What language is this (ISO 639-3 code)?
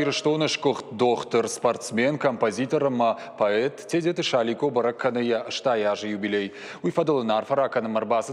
oss